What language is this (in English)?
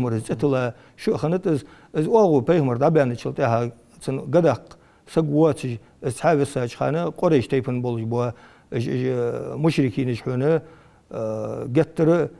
Ingush